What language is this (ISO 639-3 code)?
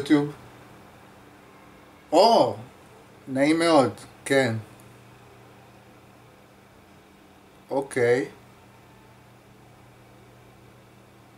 heb